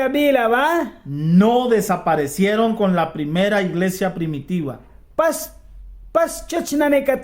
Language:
Mískito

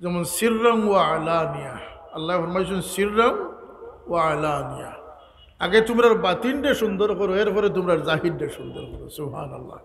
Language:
Sylheti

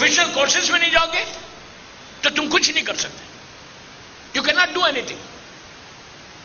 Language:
Urdu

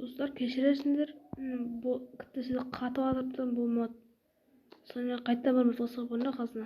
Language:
Kara-Kalpak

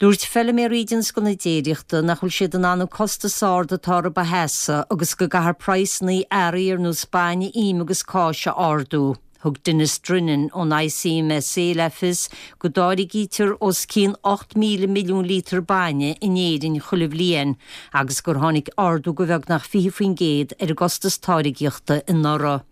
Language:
Irish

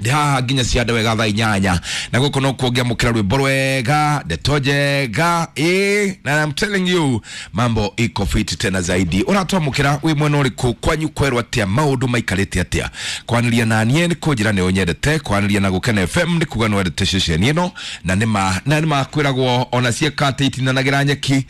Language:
Kikuyu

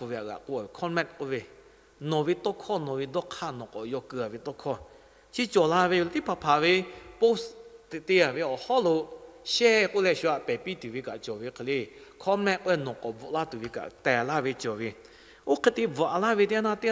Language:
Lahu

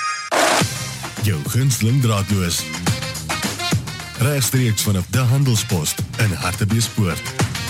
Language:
Afrikaans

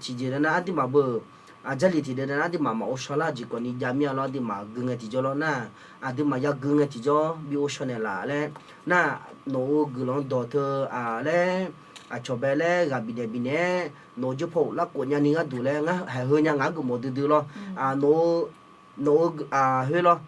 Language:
Akha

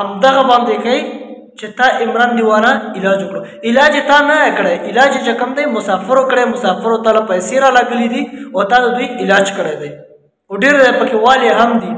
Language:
Pashto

